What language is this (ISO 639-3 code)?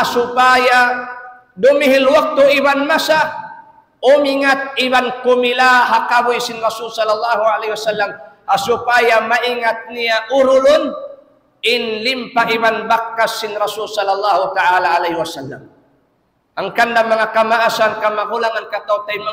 tsg